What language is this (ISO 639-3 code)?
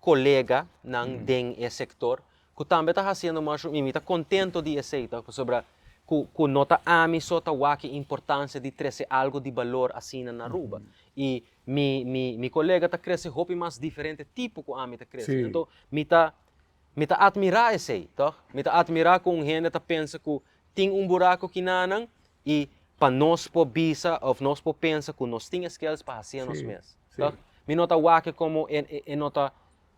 pap